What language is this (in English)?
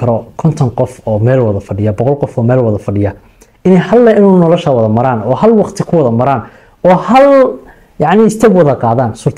Somali